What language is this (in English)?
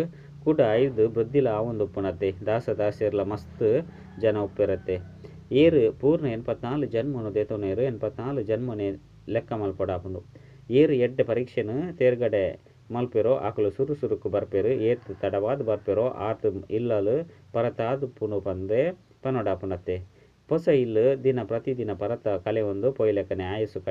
Tulu